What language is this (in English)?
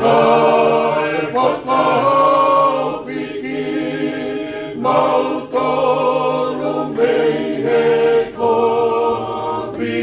Tongan